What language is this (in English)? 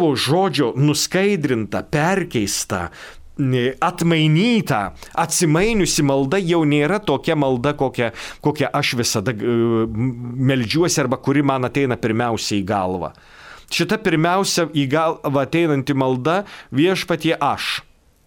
Lithuanian